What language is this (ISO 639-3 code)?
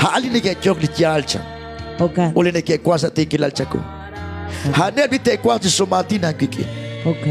kek